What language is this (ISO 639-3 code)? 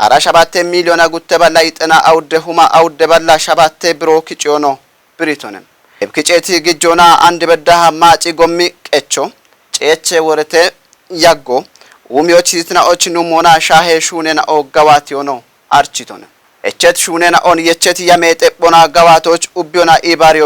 kbr